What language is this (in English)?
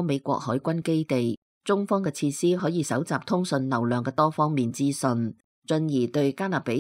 Cantonese